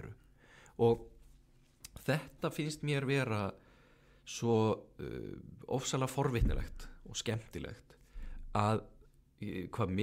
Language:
Icelandic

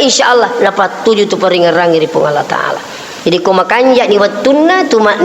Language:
Buginese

